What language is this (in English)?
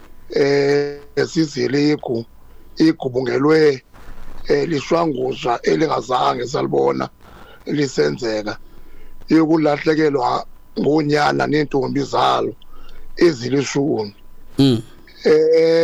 Xhosa